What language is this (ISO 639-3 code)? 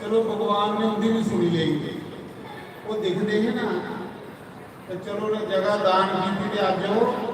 doi